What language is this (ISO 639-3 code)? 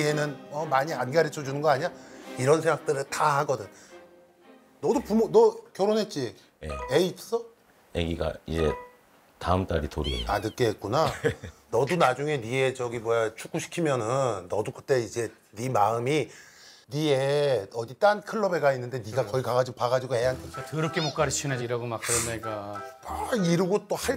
kor